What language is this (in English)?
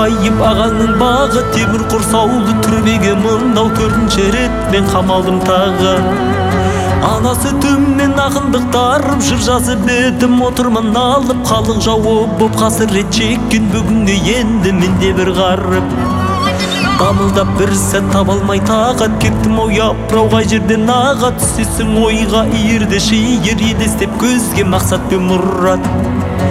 Kazakh